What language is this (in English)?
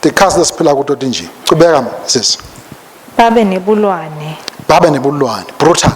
Swati